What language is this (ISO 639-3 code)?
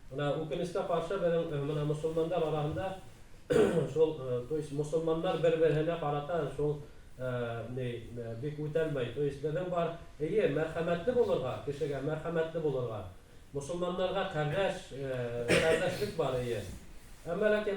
bak